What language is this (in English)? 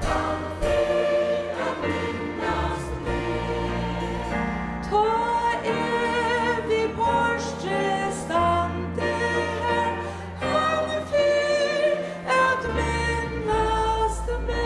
Faroese